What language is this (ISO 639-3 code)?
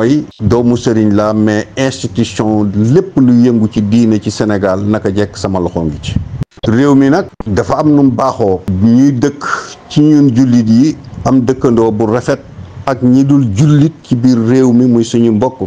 wol